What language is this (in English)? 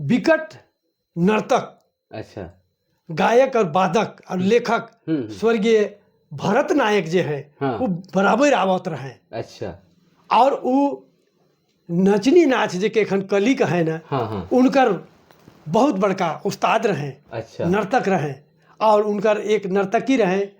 Sadri